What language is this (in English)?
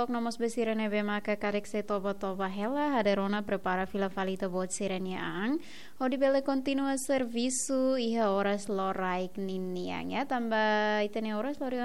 Tetum